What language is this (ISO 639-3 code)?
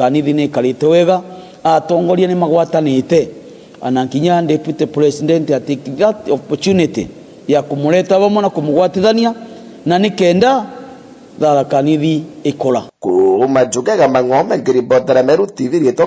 mer